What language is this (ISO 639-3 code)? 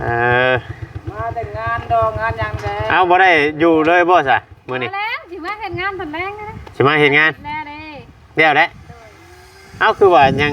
tts